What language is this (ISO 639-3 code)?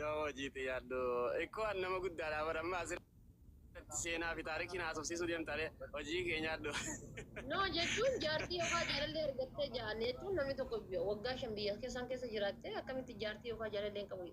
orm